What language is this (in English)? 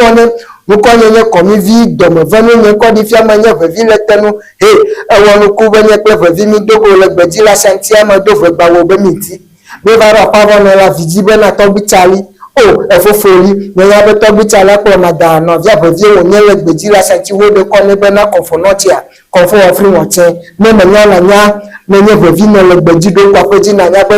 Ewe